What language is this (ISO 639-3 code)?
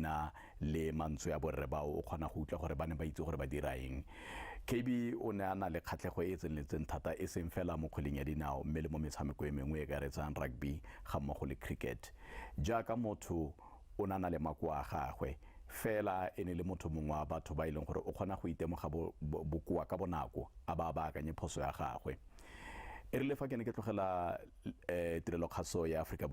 tsn